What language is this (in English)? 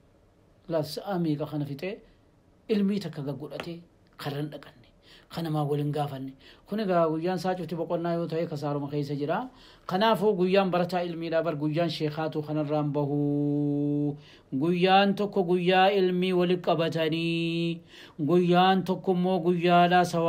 Oromo